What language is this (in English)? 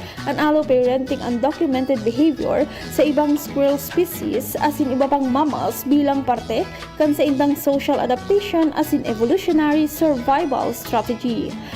Bikol